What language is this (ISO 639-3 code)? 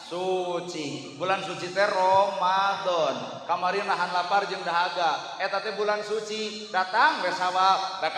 sun